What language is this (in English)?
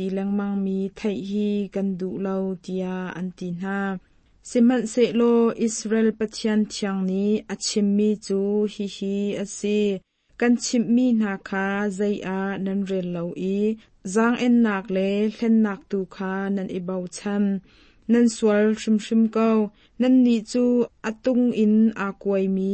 Hakha Chin